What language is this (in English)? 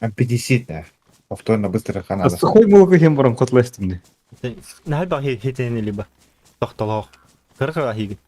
Yakut